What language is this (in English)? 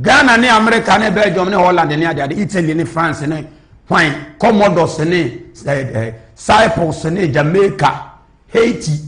Akan